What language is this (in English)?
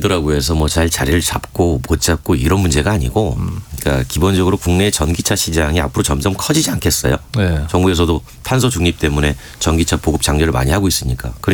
Korean